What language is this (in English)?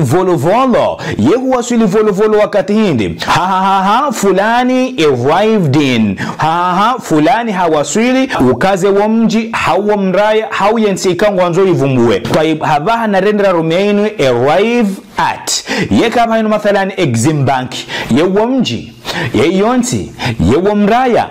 Ngazidja Comorian